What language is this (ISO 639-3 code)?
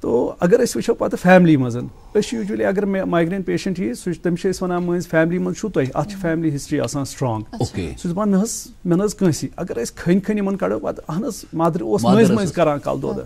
kas